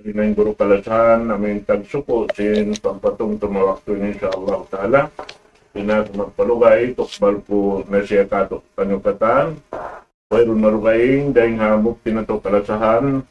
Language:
Tausug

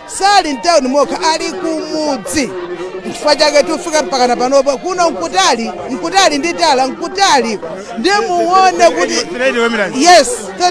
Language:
Nyanja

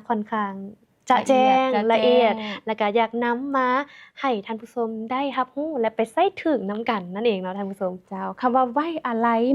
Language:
Lao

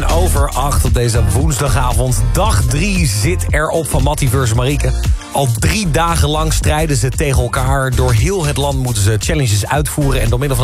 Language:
Dutch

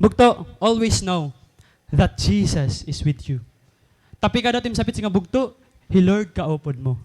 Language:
Waray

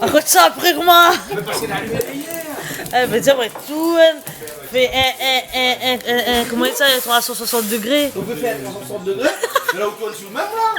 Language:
Réunion Creole French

